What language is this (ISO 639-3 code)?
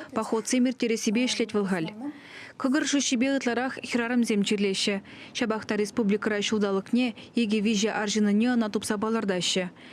chv